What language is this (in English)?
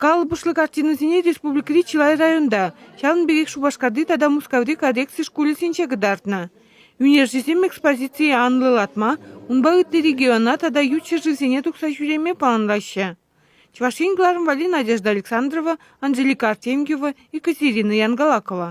Chuvash